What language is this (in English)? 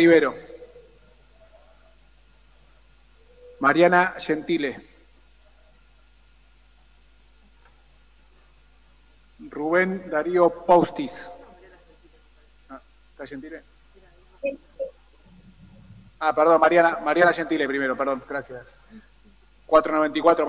Spanish